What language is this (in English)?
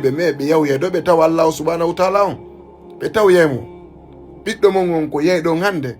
Fula